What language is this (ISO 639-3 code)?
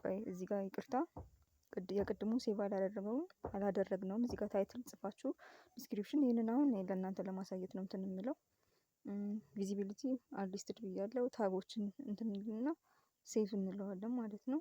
amh